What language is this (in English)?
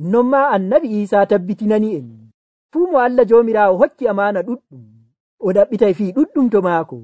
Nigerian Fulfulde